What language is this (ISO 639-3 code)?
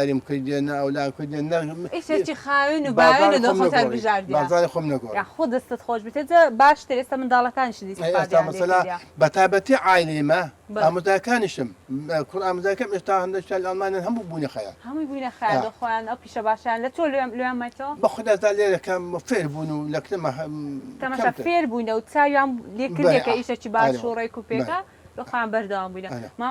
ckb